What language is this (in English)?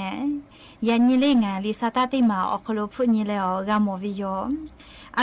Lahu